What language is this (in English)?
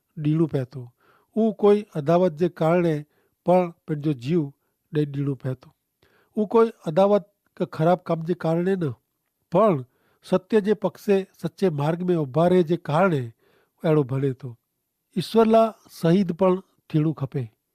Kachhi